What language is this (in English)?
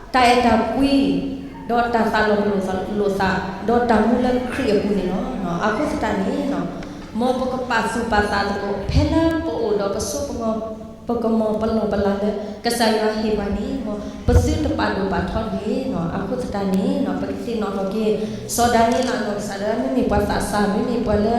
S'gaw Karen